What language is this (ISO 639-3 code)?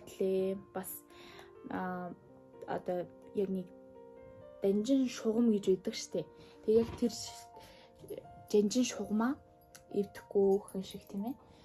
mon